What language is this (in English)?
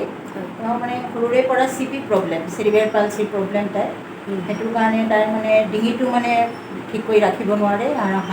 Assamese